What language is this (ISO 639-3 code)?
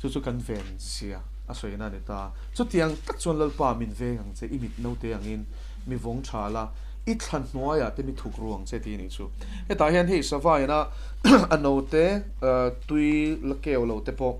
lus